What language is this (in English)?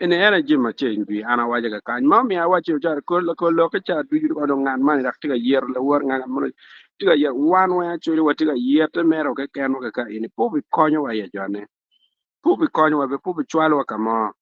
Acoli